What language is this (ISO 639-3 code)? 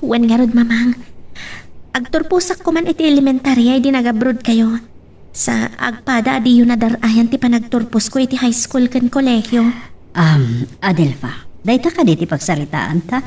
ilo